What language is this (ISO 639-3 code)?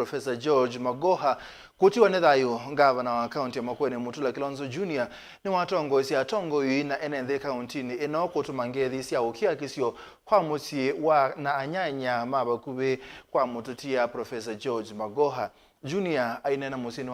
kam